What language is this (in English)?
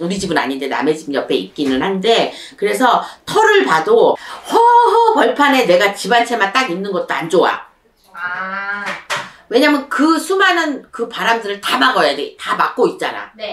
Korean